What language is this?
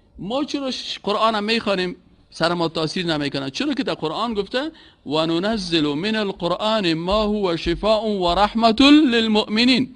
Persian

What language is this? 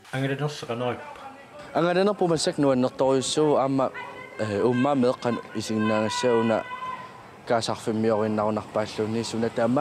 Kalaallisut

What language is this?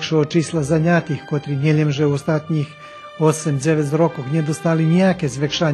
Rusyn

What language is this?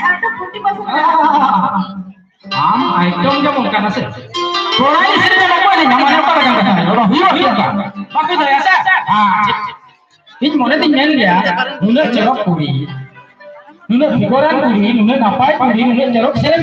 Santali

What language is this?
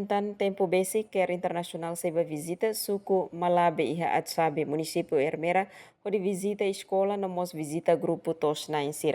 Tetum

